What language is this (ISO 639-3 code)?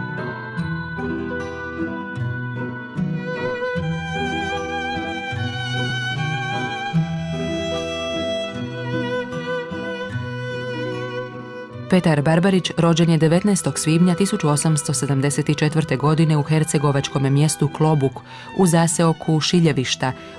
hrv